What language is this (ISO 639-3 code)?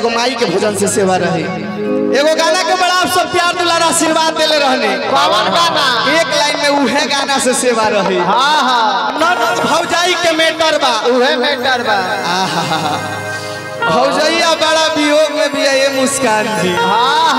bho